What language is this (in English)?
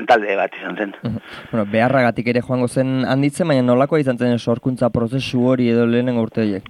Basque